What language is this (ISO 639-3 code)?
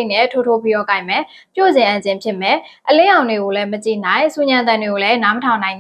mya